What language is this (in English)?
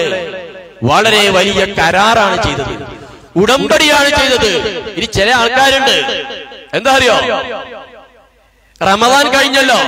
Malayalam